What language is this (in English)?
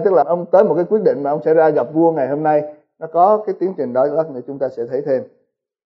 Vietnamese